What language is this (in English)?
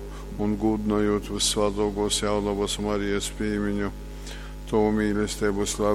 Latgalian